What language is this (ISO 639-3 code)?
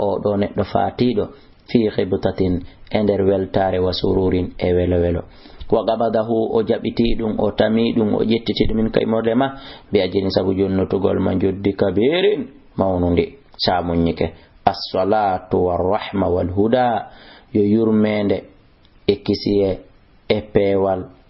ful